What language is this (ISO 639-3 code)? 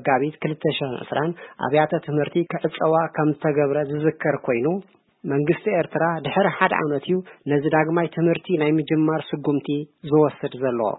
tir